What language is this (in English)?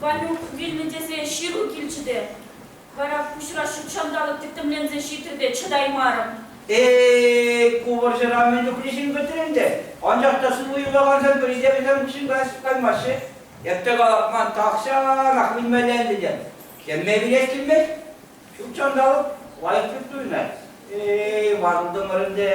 Chuvash